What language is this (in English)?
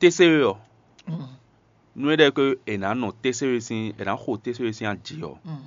Fon